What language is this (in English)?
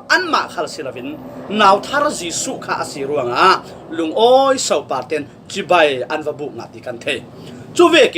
Falam Chin